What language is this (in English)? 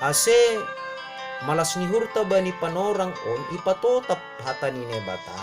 Batak Simalungun